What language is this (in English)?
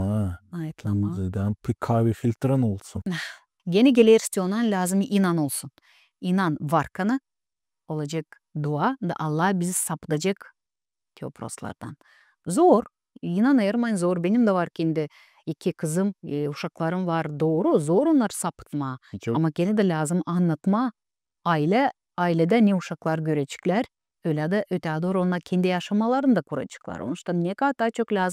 Gagauz